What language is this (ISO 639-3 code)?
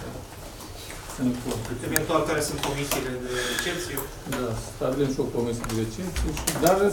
ron